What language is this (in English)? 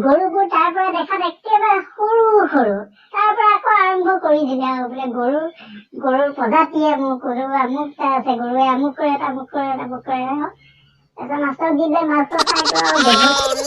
Assamese